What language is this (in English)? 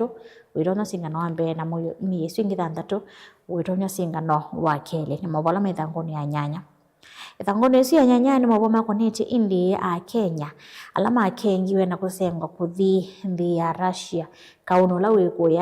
Kamba